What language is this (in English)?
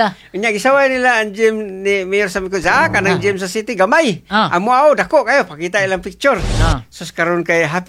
Cebuano